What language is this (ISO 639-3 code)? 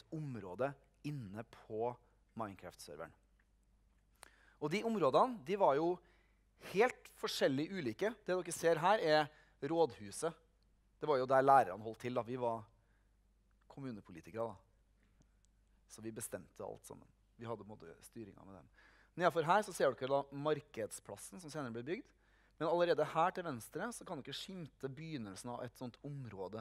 nor